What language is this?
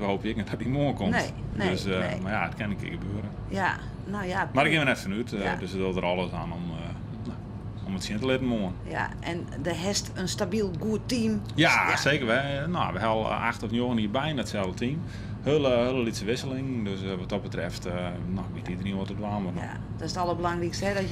Western Frisian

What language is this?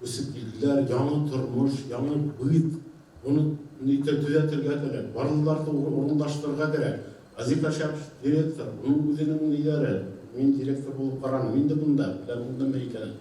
Bashkir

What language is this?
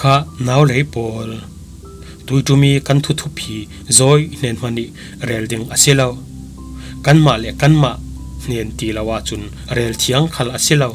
Falam Chin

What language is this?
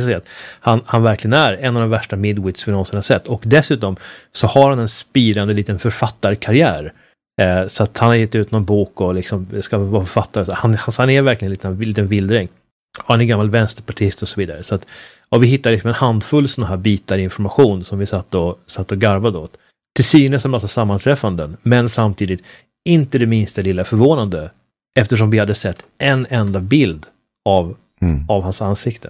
Swedish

